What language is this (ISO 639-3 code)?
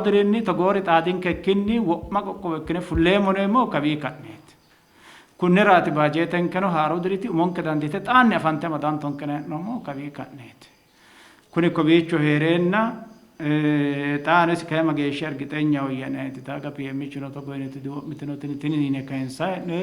sid